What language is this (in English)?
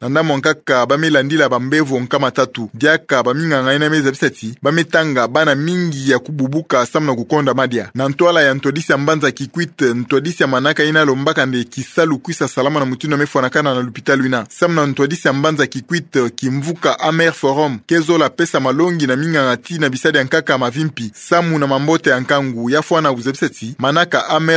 Kituba (Democratic Republic of Congo)